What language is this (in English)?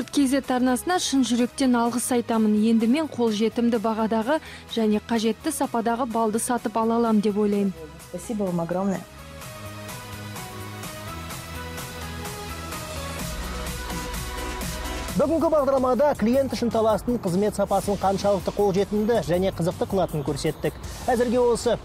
Kazakh